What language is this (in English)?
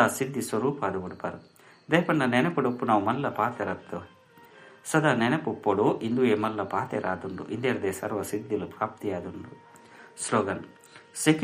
Tulu